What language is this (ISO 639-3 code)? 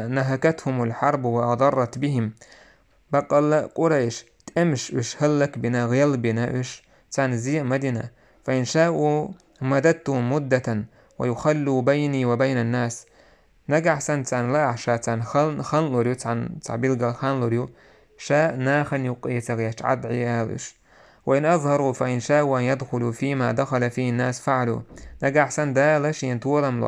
che